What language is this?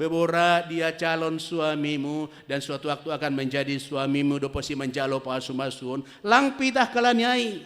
Batak Simalungun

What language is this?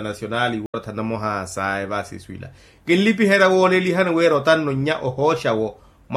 Makhuwa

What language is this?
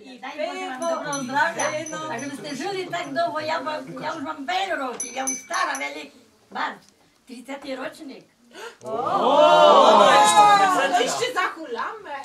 Rusyn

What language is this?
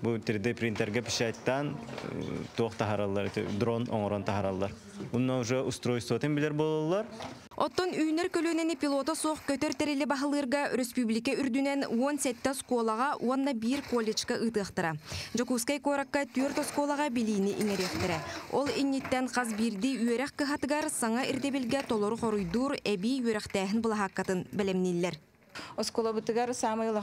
Yakut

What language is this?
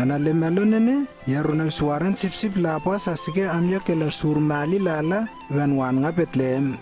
Lewo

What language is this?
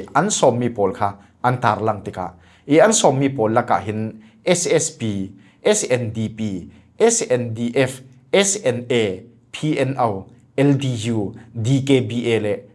Falam Chin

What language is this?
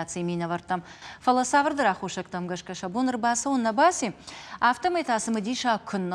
Ossetic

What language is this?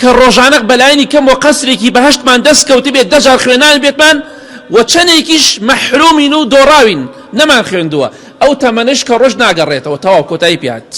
Central Kurdish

